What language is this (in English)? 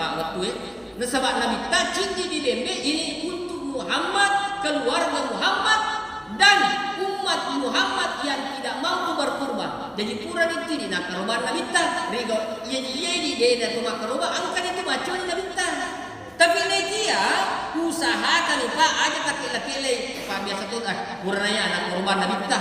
Buginese